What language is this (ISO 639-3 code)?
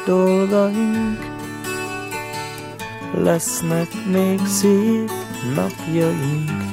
hun